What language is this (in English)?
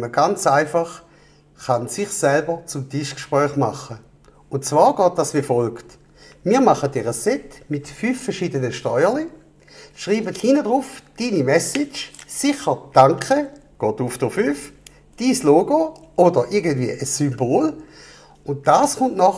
Swiss German